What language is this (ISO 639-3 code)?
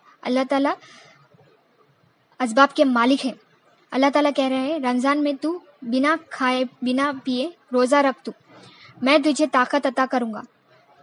urd